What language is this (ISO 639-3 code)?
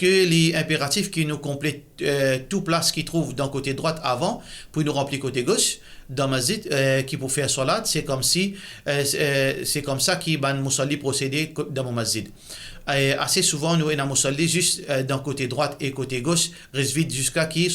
mfe